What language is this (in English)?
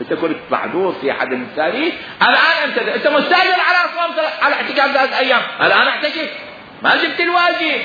Mesopotamian Arabic